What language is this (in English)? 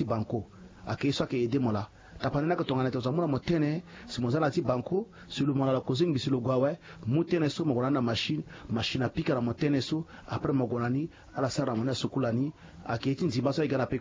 Sango